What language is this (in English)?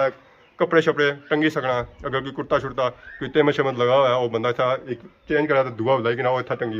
Pahari-Potwari